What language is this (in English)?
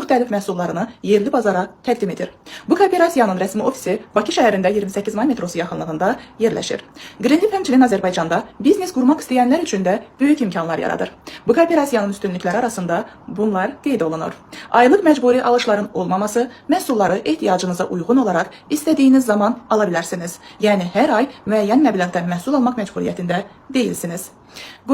Azerbaijani